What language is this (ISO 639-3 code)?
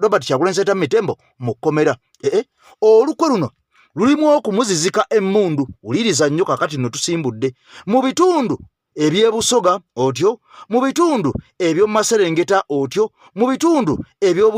lug